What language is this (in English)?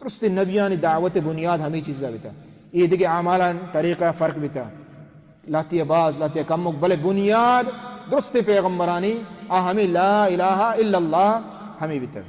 Baluchi